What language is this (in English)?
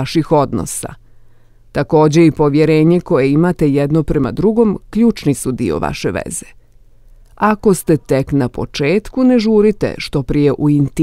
Bosnian